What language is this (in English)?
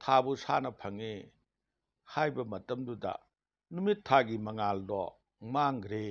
Manipuri